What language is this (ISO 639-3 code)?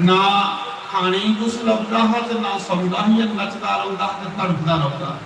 doi